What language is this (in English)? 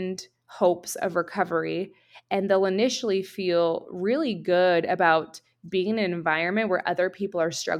English